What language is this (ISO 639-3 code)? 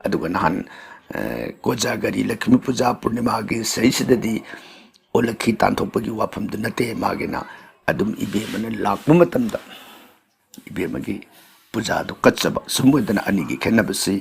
mni